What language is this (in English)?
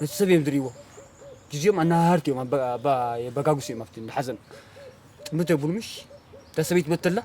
Tigrinya